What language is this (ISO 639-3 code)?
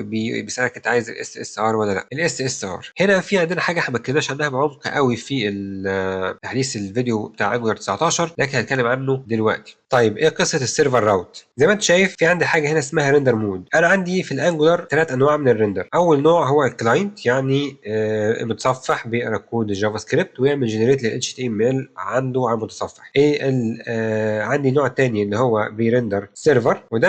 arz